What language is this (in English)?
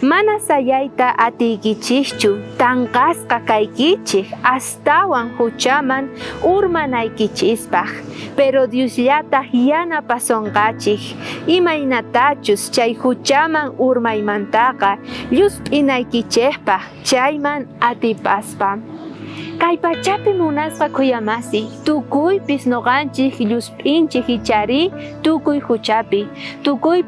South Bolivian Quechua